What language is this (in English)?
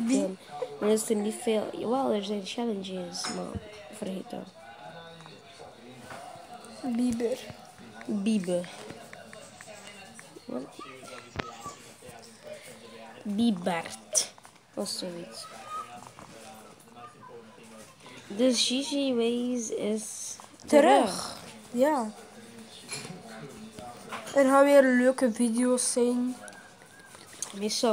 Dutch